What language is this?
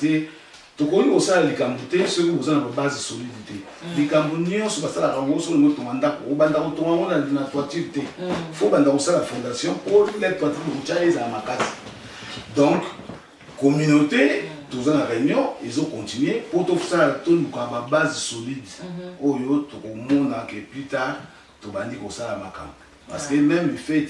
Lingala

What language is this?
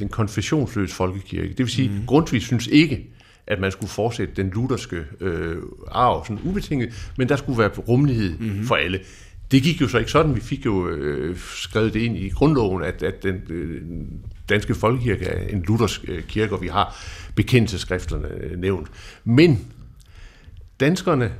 Danish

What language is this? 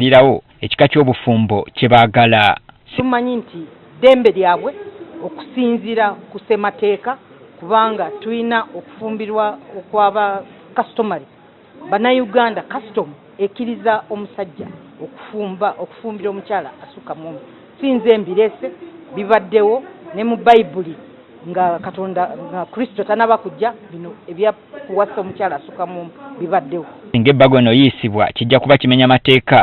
Ganda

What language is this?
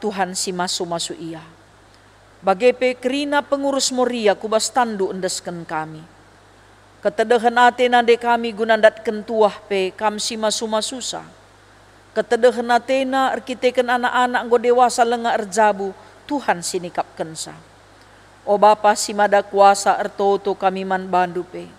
Batak Karo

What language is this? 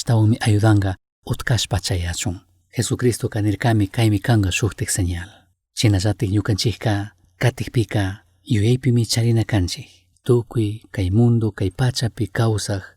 Chimborazo Highland Quichua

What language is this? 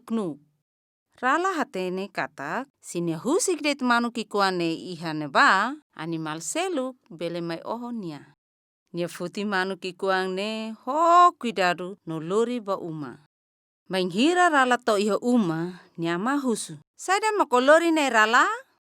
Tetum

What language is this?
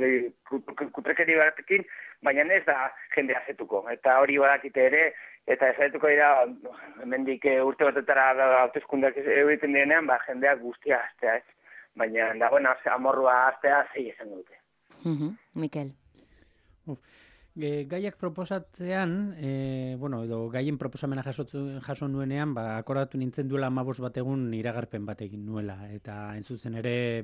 Basque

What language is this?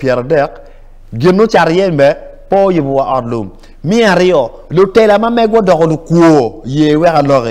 Acoli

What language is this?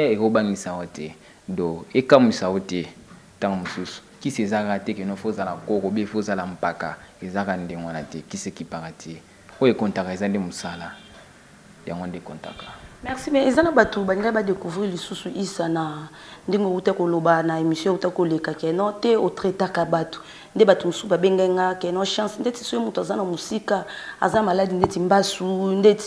Lingala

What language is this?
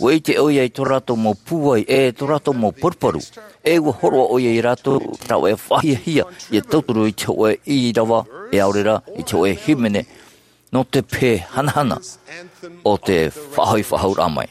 Tahitian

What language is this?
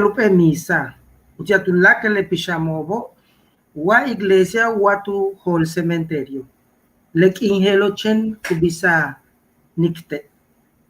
Yucateco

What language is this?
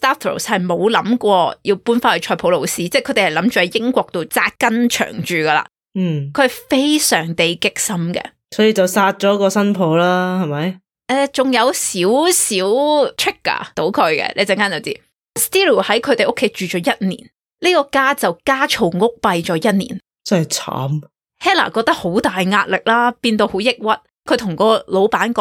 Cantonese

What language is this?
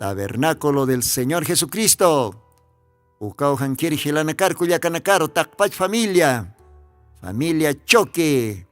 Aymara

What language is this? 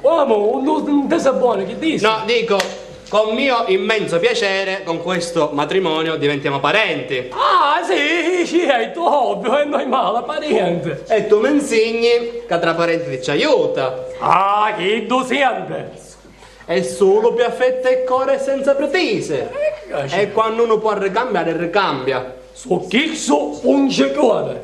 Sicilian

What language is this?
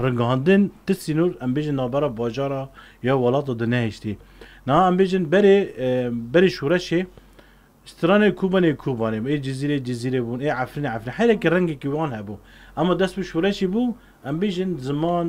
Kurdish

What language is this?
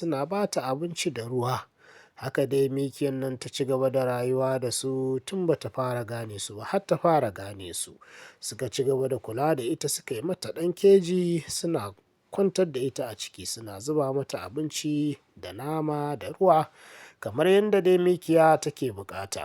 Hausa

